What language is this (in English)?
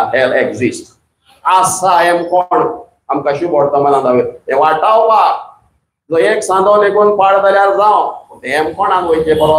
Konkani